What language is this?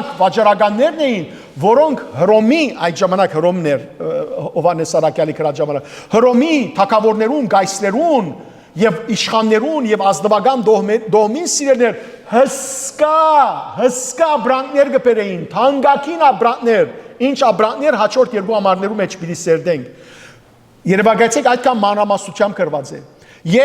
Western Armenian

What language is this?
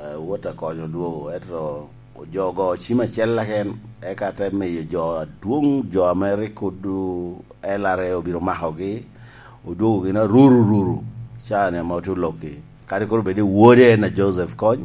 Lango (Uganda)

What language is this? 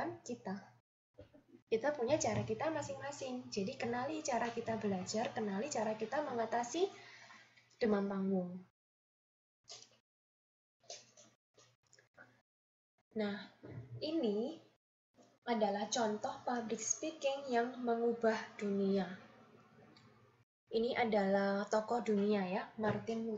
Indonesian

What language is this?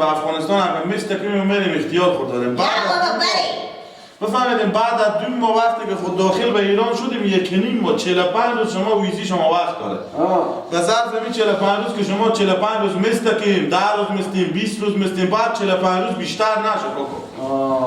Persian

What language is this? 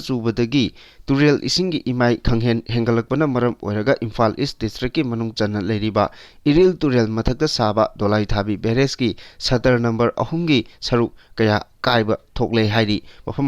Manipuri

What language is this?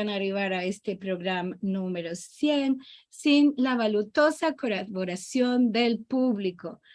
Ladino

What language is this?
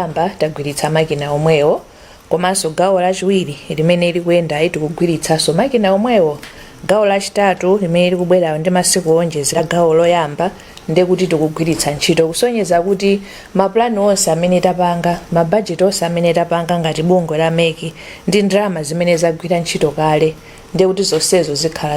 Nyanja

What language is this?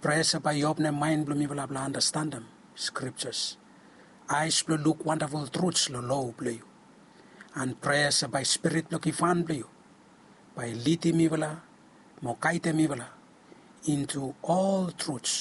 Bislama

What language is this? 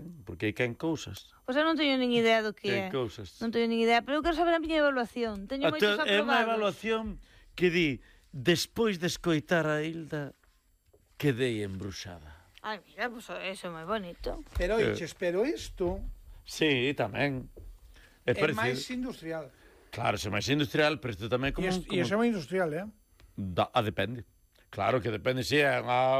Galician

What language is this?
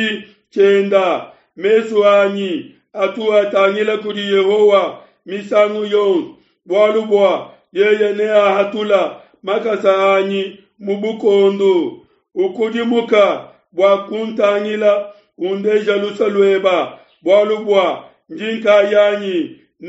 Luba-Lulua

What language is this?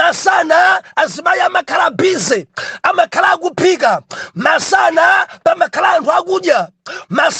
Nyanja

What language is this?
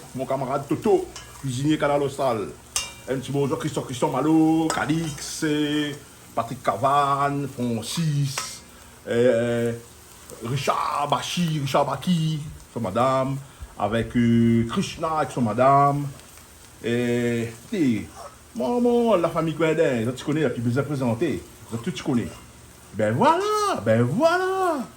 Réunion Creole French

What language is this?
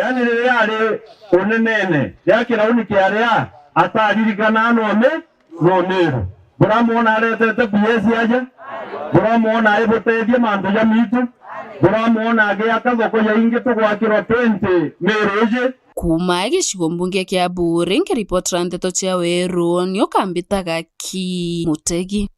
Meru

